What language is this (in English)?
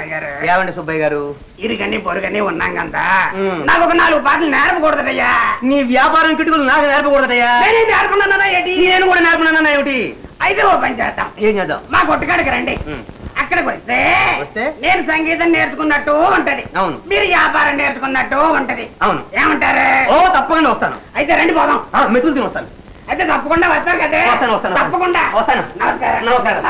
Telugu